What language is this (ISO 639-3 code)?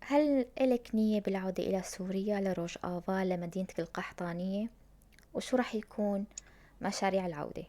apc